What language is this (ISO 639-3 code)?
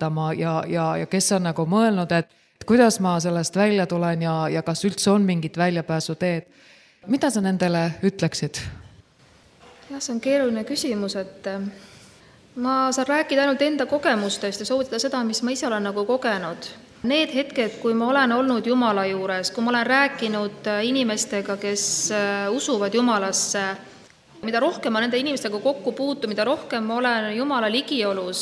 est